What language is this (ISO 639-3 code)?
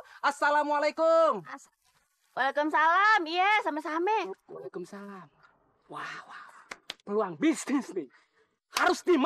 bew